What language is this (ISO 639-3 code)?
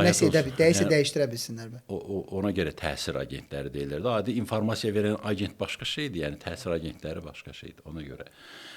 aze